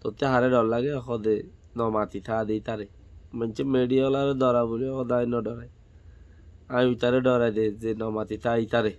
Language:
Rohingya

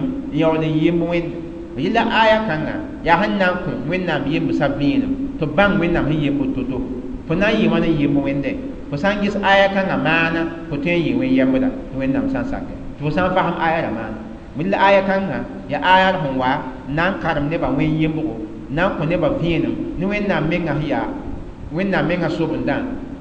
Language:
Mossi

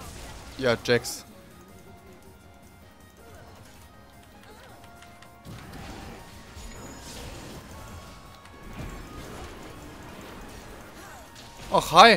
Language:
German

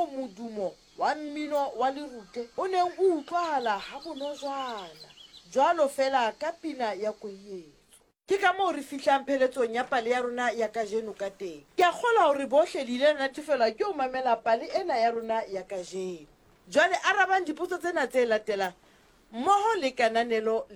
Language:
Southern Sotho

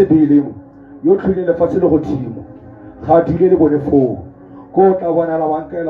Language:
Tswana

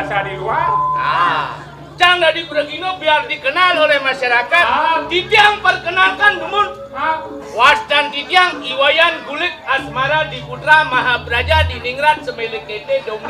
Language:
Balinese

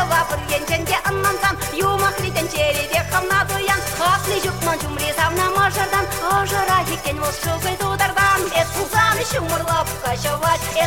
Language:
Chuvash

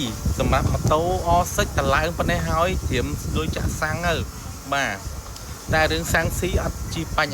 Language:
Khmer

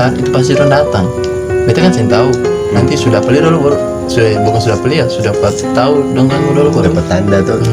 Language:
Ambonese Malay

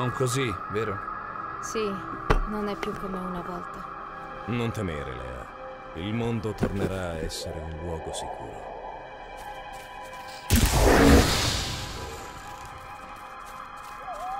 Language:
Italian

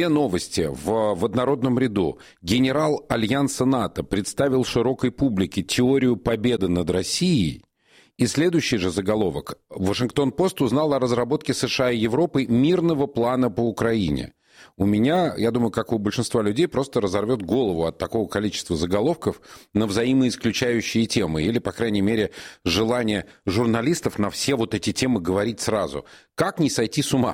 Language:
Russian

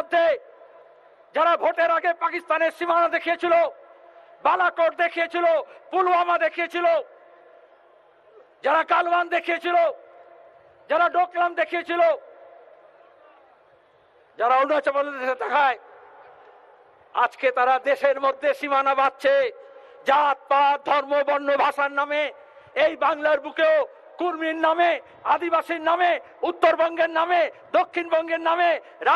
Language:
Bangla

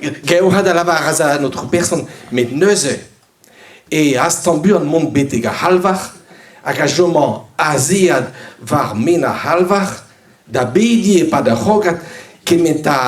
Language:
Breton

